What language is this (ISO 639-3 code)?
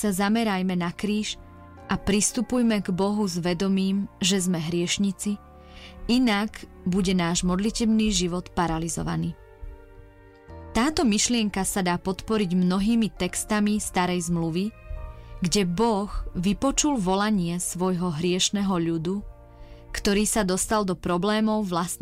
slk